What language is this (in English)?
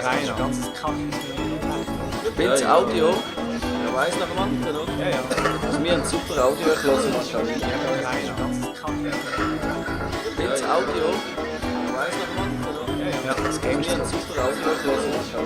Swiss German